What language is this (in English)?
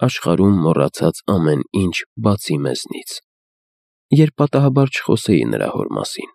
Armenian